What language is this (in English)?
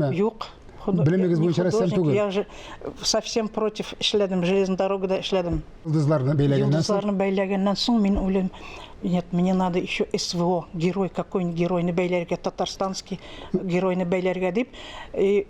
Tatar